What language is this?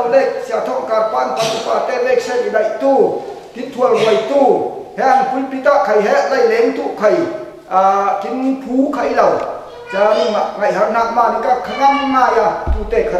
Falam Chin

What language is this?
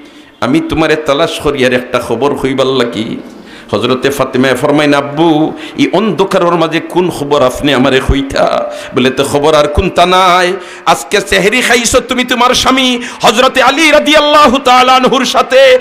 Sylheti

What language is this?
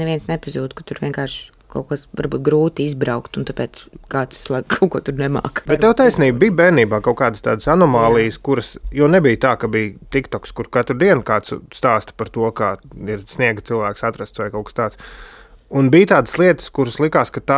Latvian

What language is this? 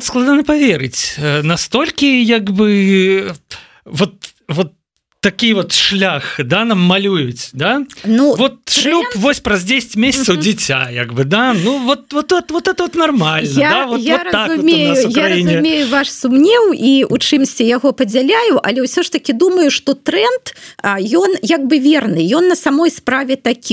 Belarusian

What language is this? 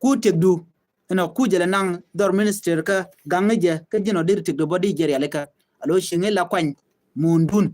Nuer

